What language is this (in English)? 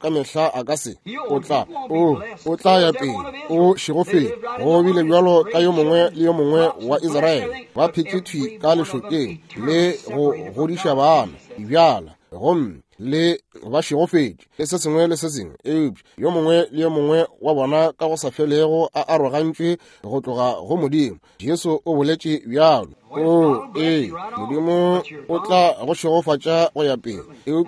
Northern Sotho